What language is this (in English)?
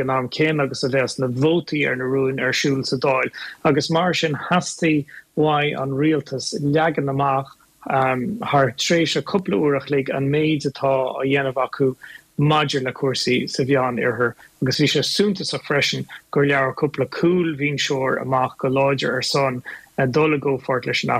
Irish